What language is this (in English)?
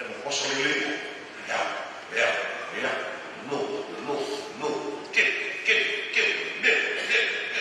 Fijian